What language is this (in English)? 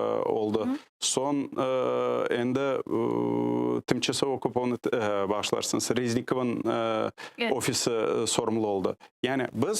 Crimean Tatar